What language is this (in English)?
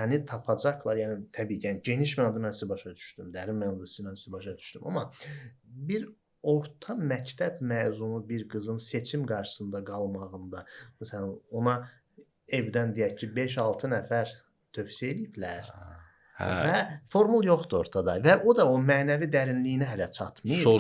Azerbaijani